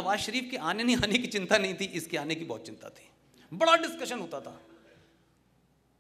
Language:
Hindi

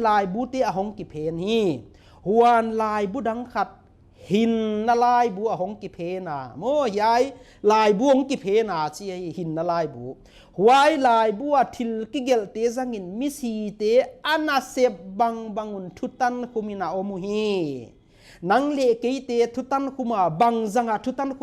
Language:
Paite Chin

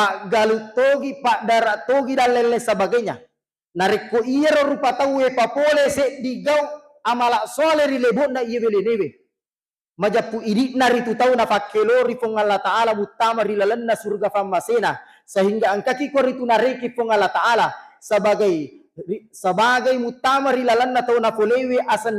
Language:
Buginese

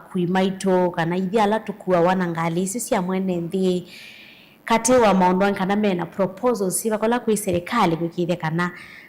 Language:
Kamba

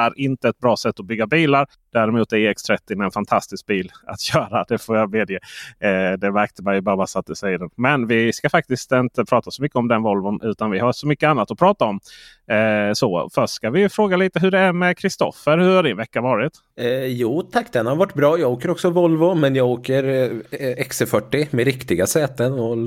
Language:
Swedish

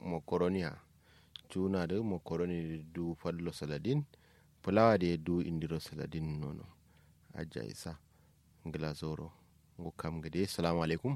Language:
Kanuri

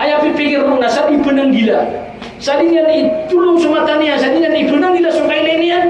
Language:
Maranao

